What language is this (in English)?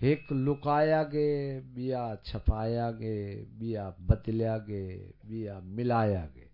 Saraiki